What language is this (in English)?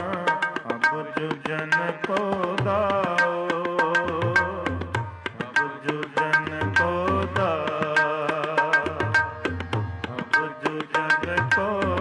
Punjabi